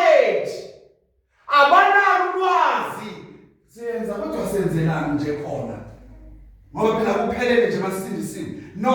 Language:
Zulu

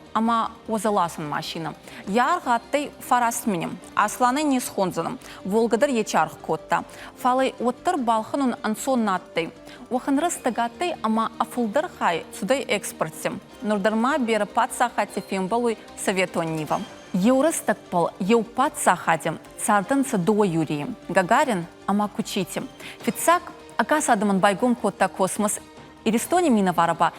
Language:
Ossetic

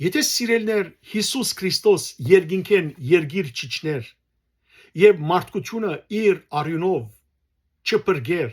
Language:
Western Armenian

